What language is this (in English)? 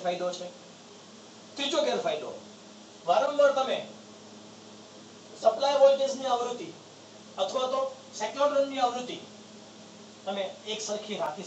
Gujarati